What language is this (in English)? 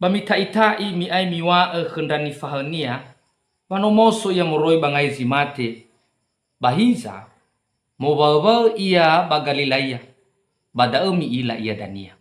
Nias